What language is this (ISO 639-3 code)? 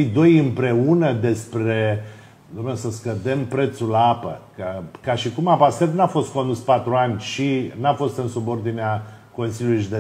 ron